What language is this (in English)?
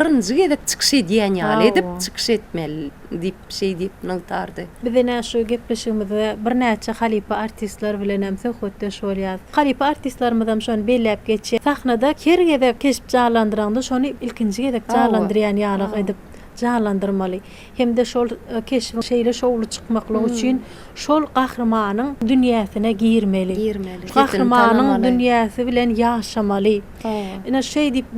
Turkmen